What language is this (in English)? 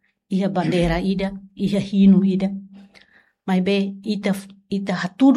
Tetum